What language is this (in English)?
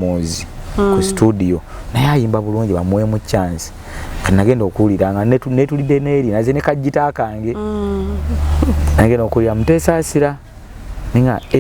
Ganda